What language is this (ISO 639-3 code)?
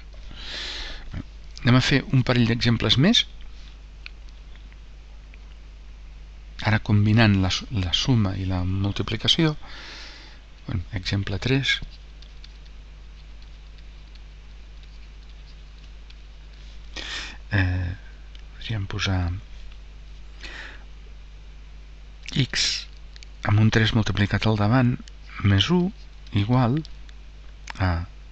cat